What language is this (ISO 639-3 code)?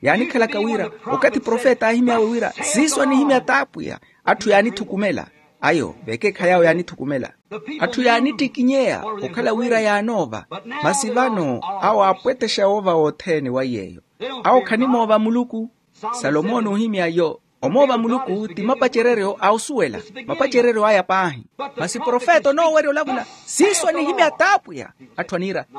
vmw